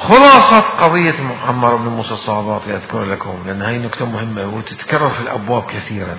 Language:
Mesopotamian Arabic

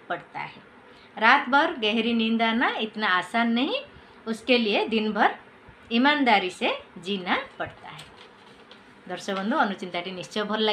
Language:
Odia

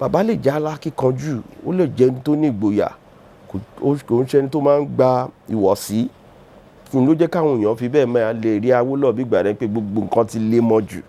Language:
Yoruba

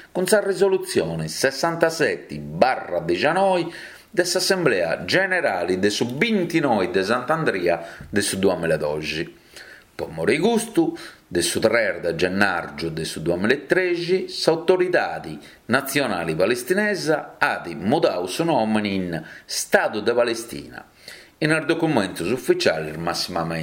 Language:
Sardinian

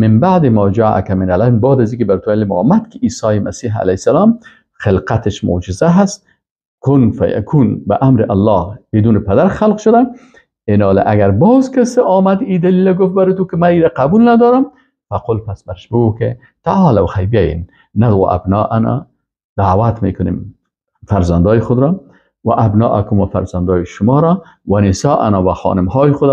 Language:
Persian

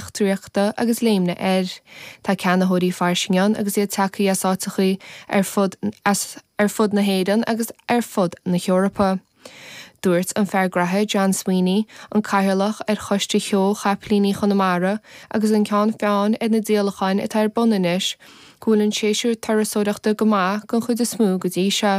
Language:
Irish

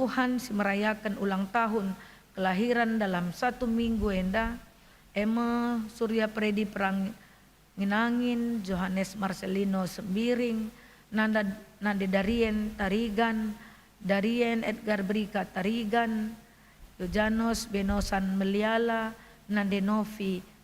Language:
Batak Karo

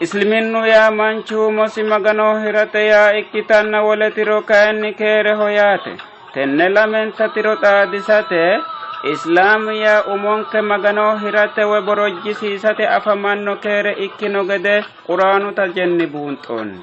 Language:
Sidamo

